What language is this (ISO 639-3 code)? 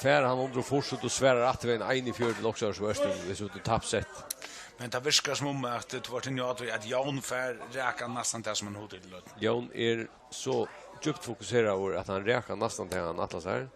fao